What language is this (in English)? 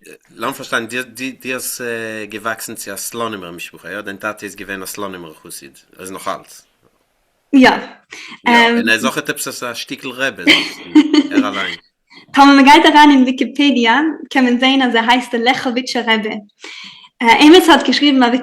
Yiddish